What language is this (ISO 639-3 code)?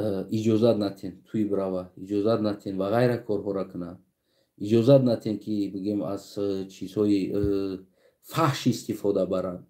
tgk